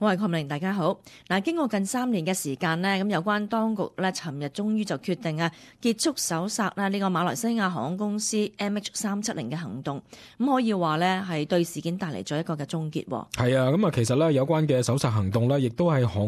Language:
Cantonese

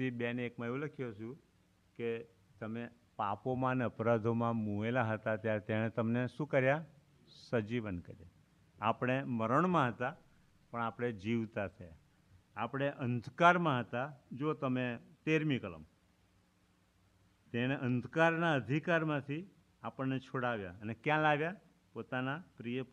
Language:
Gujarati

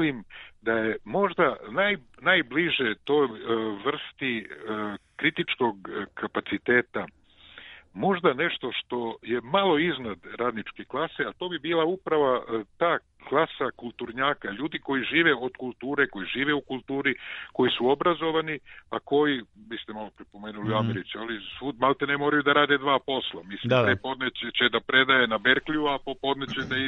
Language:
Serbian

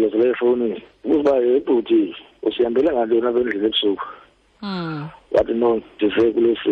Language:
Xhosa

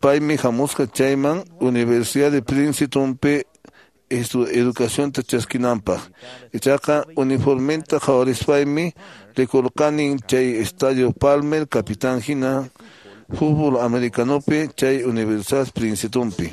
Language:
Quechua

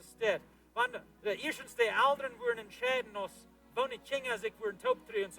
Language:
Plautdietsch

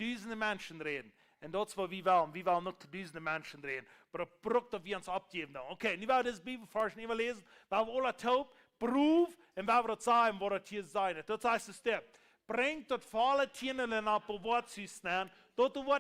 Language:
Plautdietsch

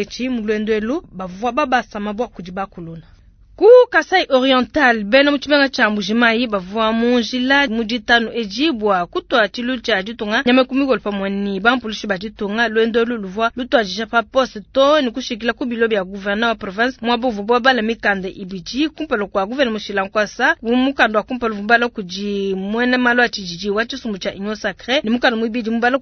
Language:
Luba-Lulua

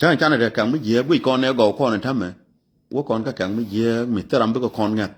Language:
Nuer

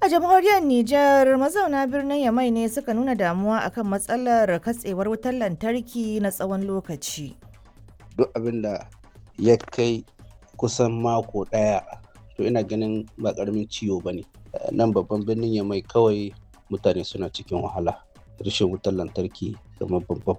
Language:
Hausa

